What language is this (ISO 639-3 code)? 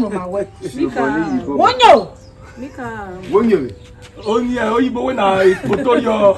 urh